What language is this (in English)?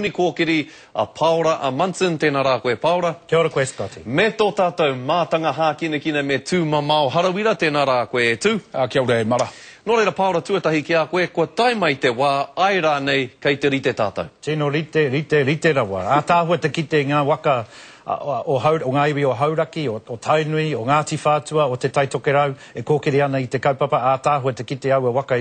Māori